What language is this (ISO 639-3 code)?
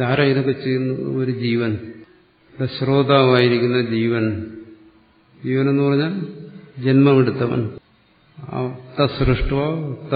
mal